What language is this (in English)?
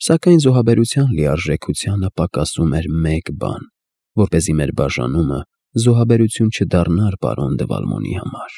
Armenian